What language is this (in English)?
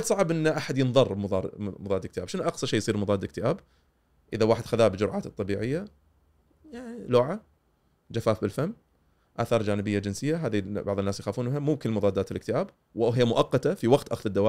Gulf Arabic